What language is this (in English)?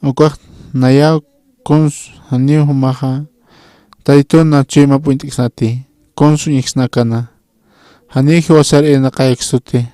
Aymara